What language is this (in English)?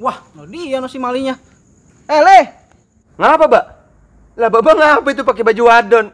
Betawi